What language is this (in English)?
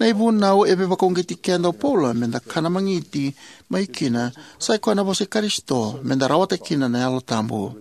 Fijian